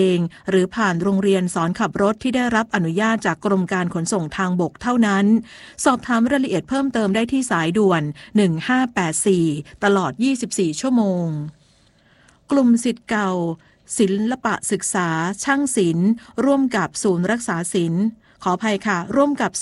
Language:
Thai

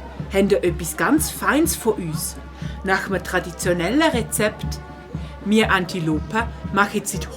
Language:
Swiss German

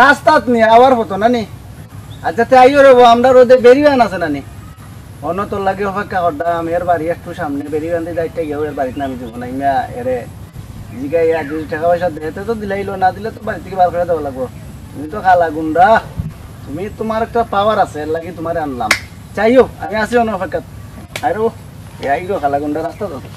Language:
Sylheti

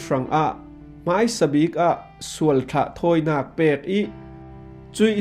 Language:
Falam Chin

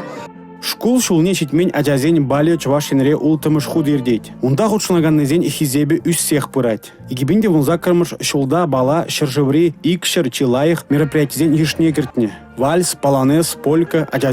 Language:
Chuvash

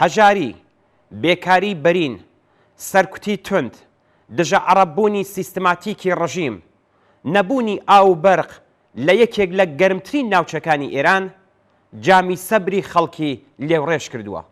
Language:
Central Kurdish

